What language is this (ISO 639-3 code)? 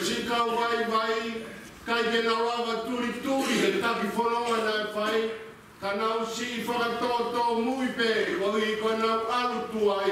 ton